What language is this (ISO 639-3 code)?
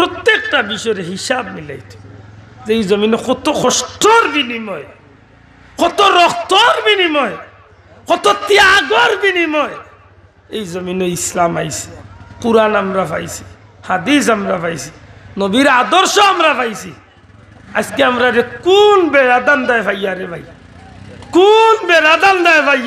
syl